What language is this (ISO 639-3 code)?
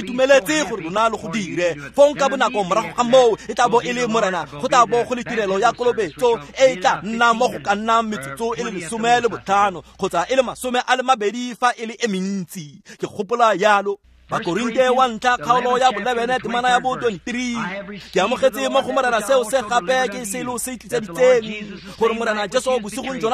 tsn